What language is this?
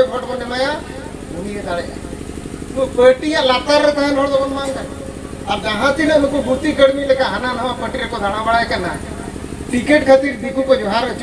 Santali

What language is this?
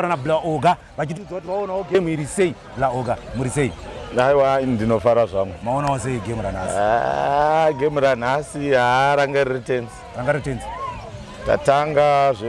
Shona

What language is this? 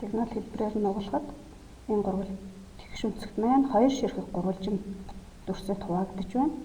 Mongolian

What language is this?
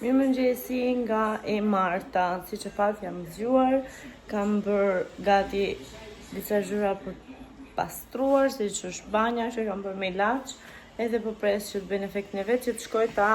Albanian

